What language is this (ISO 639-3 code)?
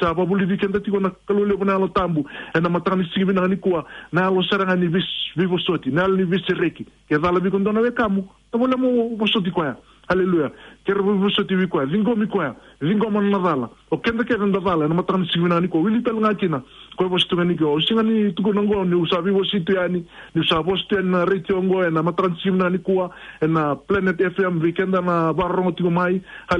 fij